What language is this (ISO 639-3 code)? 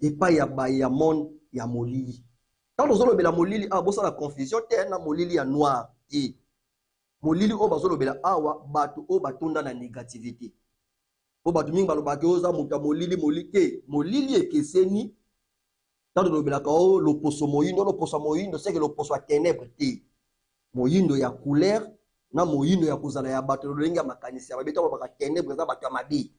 lin